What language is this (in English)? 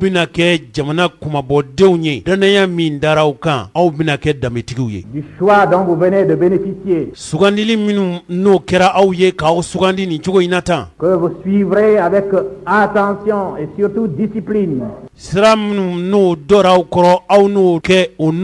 Bambara